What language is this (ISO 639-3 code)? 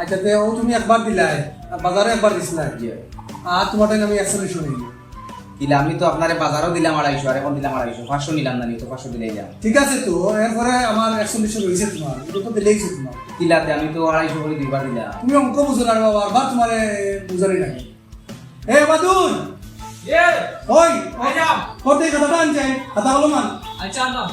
syl